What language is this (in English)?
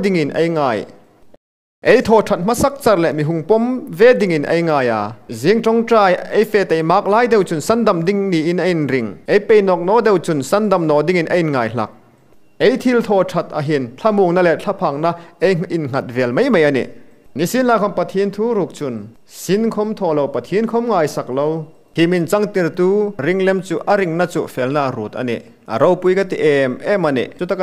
Hmar